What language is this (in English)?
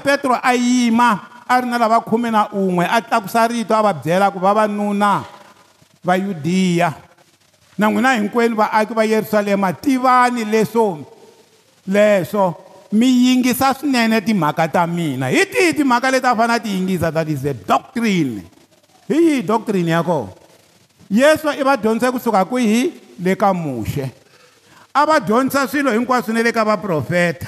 Tsonga